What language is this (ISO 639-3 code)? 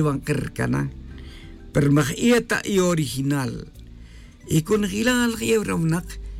tzj